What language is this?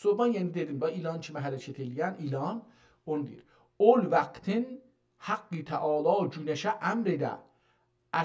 South Azerbaijani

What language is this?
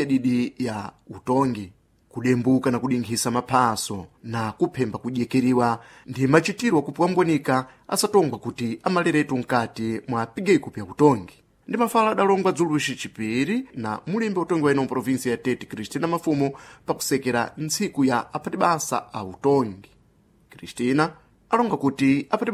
Sena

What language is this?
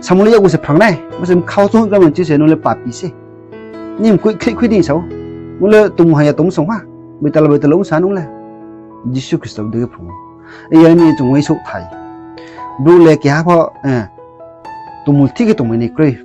Riang (India)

